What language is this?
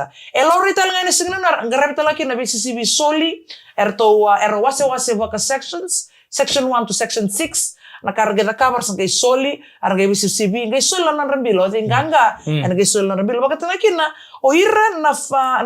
Fijian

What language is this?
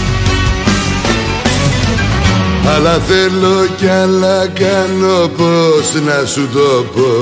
Greek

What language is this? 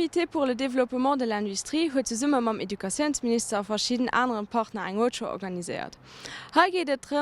Luxembourgish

